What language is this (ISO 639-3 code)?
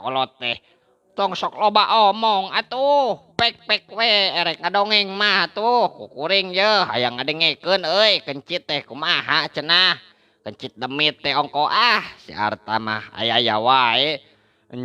sun